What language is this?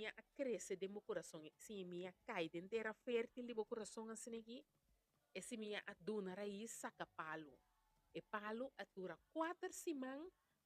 Papiamento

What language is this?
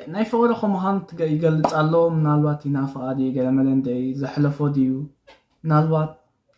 Tigrinya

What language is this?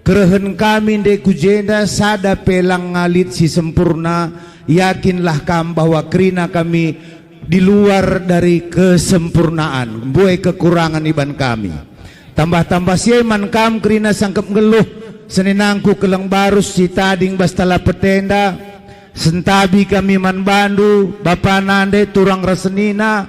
Batak Karo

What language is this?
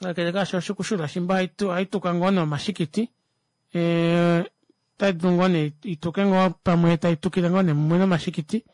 Kuanyama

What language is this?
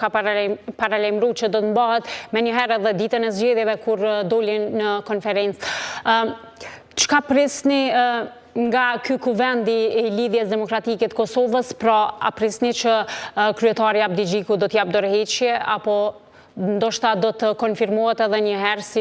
Albanian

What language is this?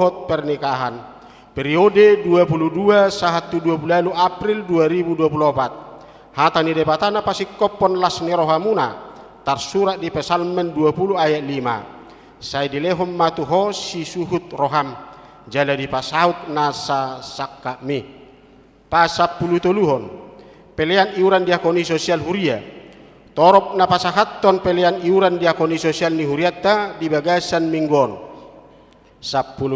Batak Toba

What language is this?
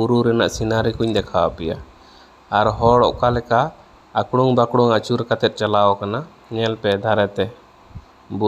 Santali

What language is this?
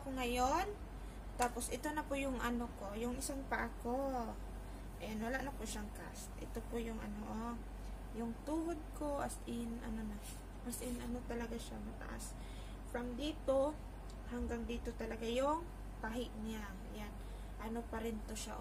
Filipino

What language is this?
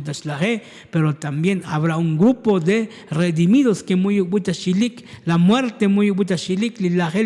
Tzotzil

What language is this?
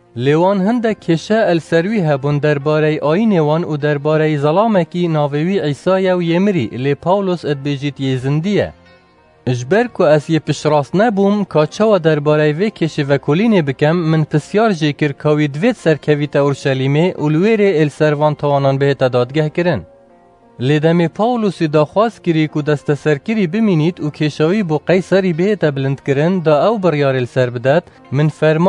Kurdish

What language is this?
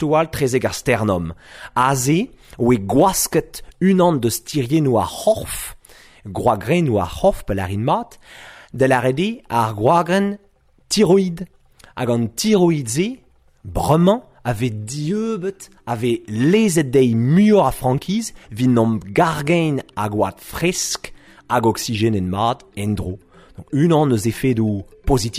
Breton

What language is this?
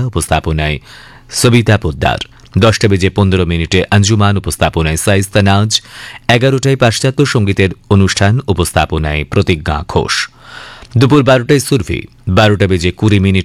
Bangla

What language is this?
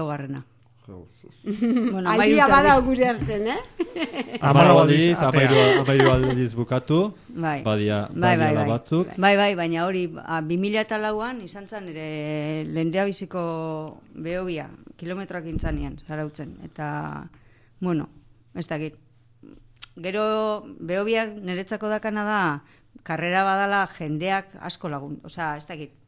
Basque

